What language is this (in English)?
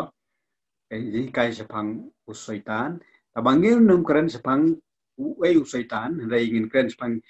Khasi